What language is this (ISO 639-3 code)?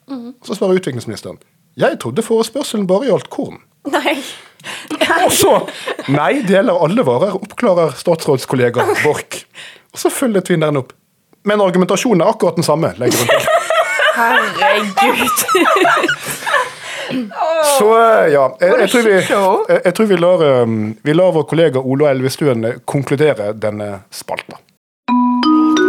nor